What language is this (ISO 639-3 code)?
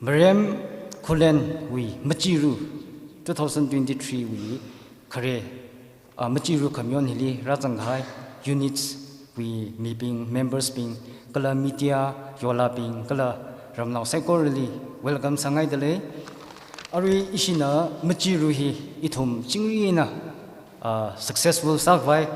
nmf